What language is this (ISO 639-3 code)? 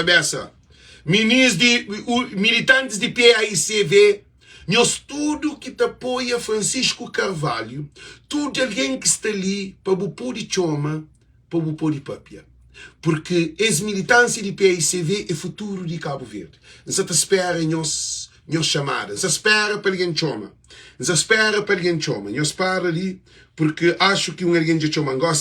kea